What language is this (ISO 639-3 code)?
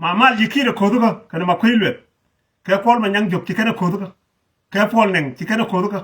nus